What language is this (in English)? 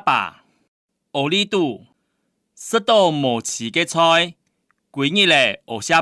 Hakka Chinese